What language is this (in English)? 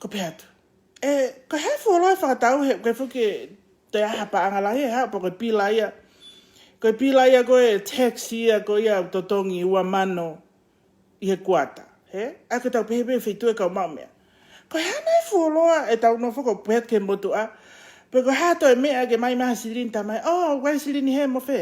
Tongan